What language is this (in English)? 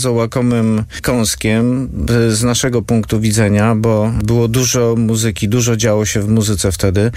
Polish